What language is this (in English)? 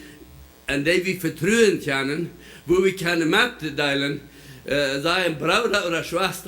Plautdietsch